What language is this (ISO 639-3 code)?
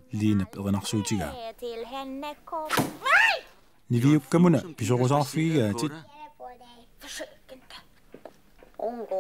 kal